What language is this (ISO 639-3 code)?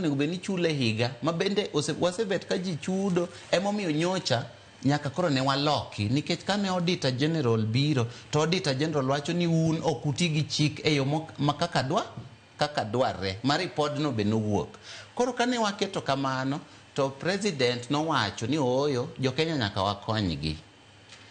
luo